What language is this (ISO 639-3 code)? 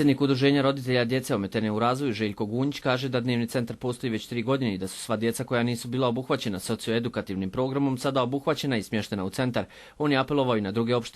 bos